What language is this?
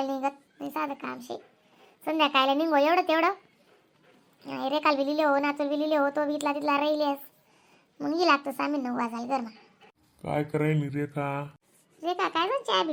Khandesi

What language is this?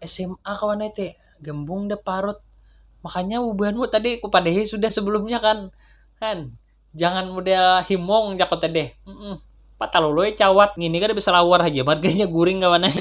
Banjar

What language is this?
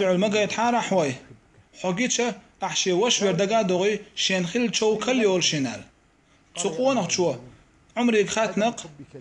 Chechen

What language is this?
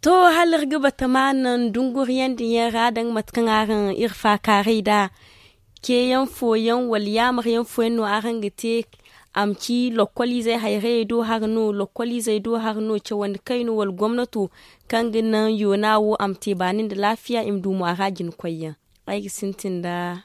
Zarma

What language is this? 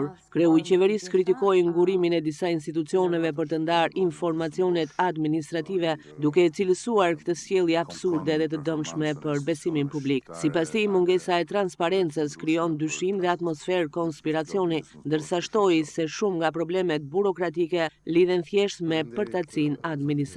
Albanian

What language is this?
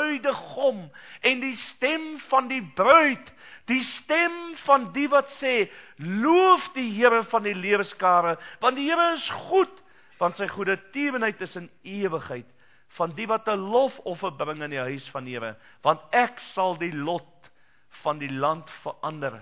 Afrikaans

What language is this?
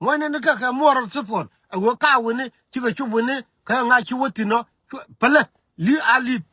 Nuer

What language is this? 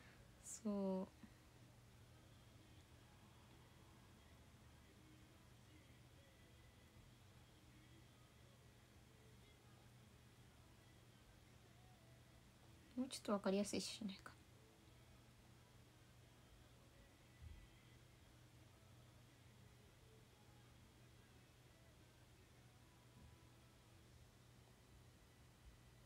Japanese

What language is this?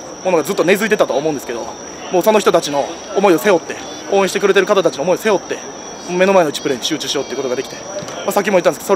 Japanese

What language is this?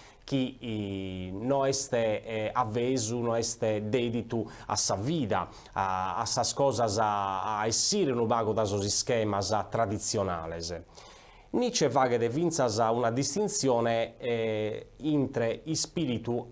Sardinian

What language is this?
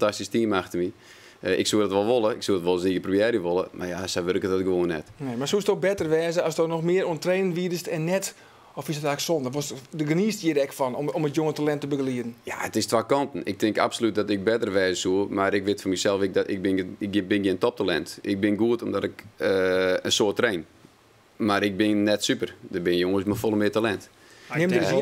Western Frisian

